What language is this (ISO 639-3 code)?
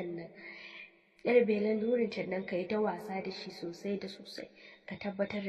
hau